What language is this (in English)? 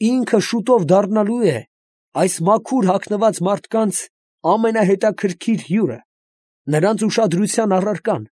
Armenian